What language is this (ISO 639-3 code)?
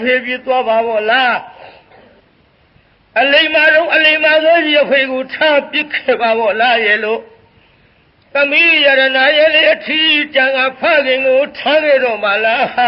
mya